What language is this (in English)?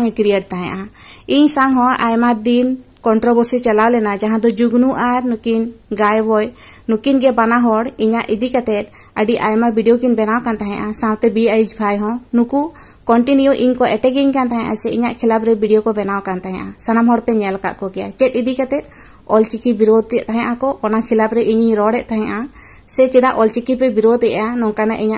Santali